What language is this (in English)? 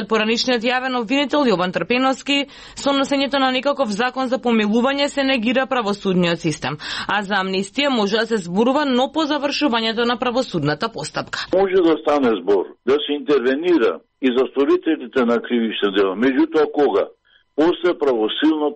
Macedonian